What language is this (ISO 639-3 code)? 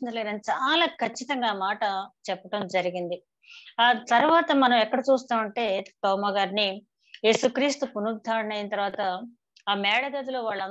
tel